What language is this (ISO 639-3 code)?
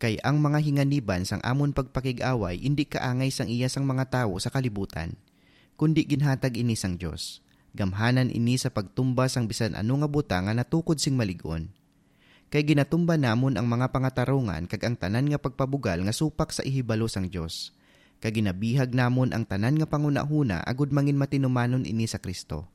hil